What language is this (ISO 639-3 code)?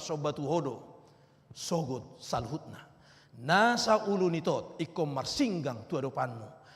bbc